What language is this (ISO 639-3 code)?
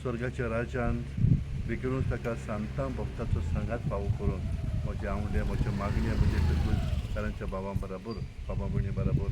kok